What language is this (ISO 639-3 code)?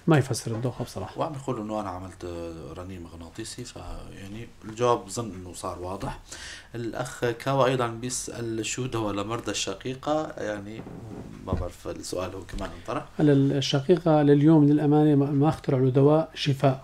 apc